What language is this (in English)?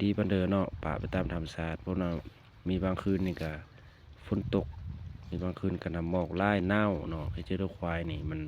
Lao